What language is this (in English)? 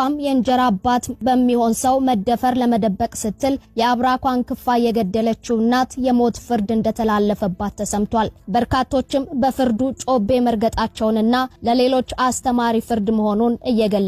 Amharic